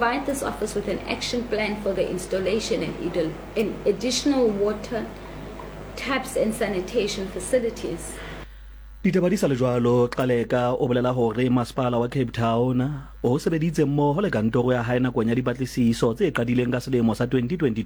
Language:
Southern Sotho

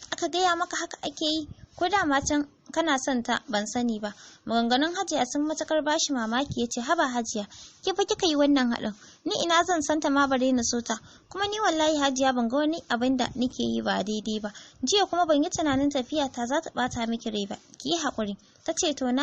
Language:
Hausa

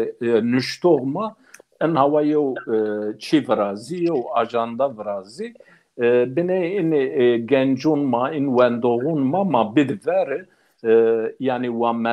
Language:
Zaza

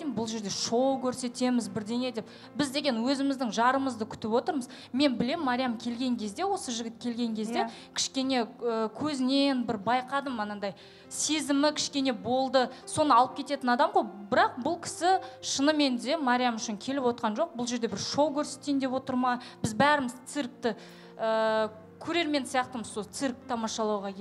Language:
Kazakh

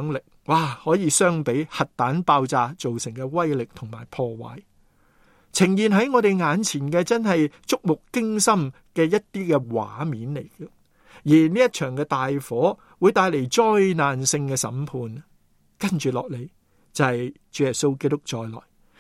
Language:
Cantonese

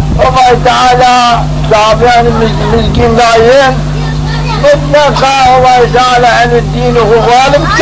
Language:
Zaza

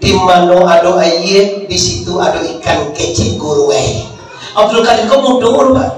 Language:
Minangkabau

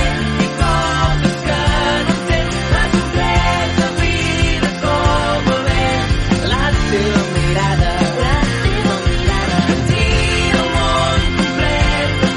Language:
Catalan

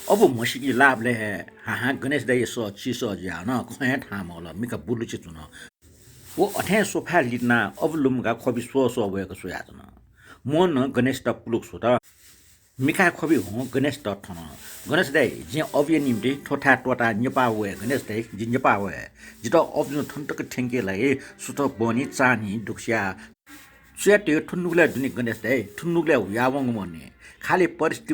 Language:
Newari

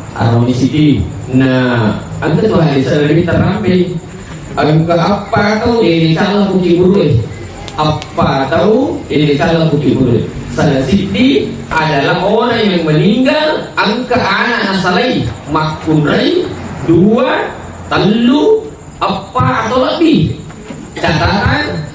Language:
Buginese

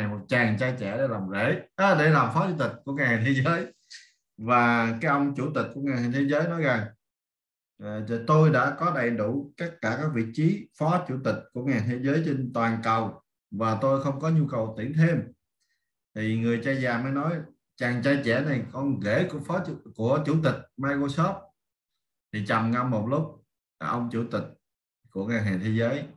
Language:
Vietnamese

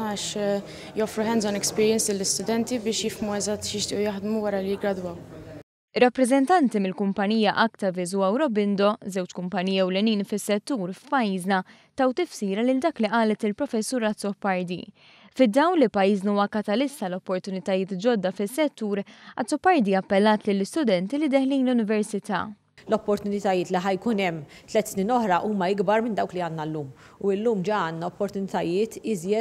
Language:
Maltese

